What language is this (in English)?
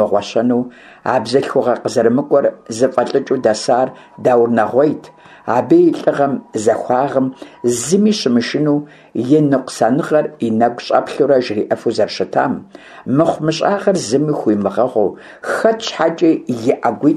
Kabardian